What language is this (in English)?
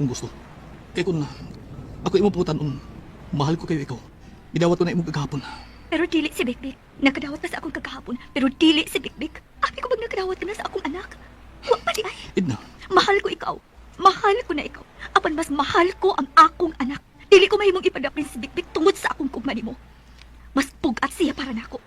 Cebuano